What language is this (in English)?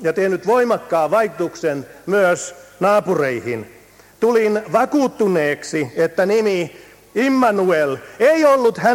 Finnish